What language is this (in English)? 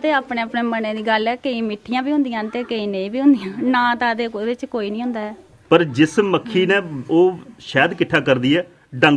Dogri